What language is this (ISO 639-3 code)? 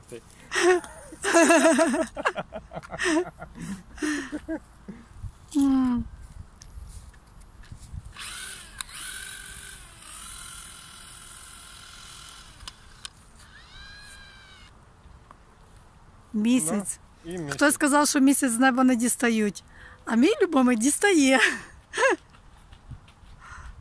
ukr